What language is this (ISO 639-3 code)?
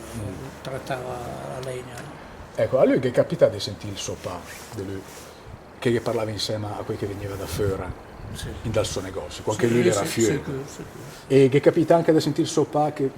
lmo